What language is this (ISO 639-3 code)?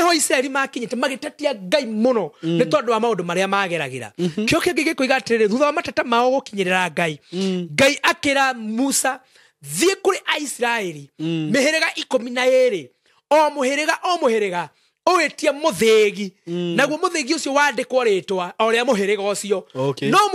kik